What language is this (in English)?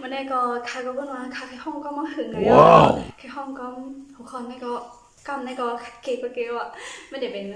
Shan